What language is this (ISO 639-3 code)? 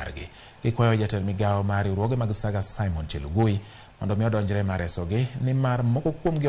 luo